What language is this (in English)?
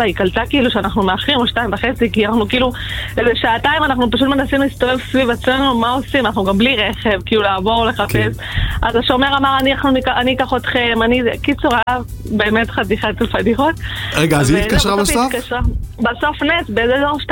Hebrew